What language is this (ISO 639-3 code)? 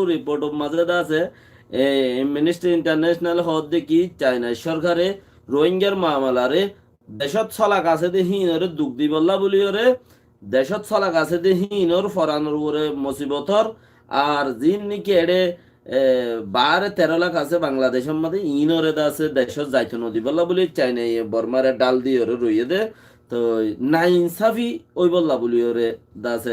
rhg